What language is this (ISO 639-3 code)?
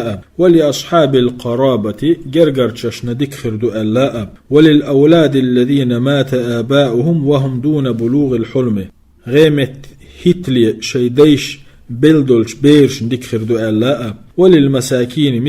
che